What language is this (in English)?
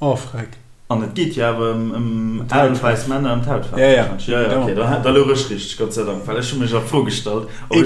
Luxembourgish